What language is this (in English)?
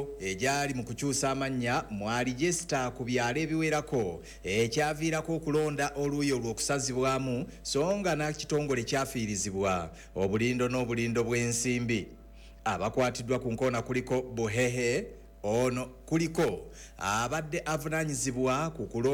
Ganda